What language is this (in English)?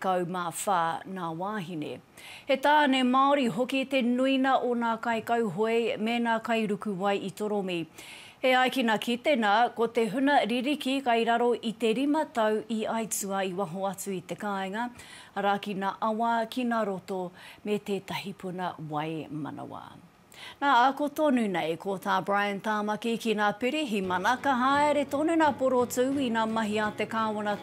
Māori